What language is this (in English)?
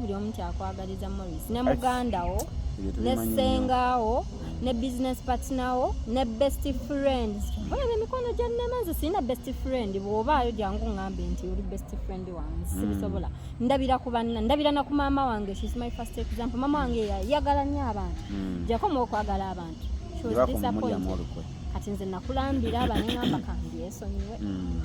Ganda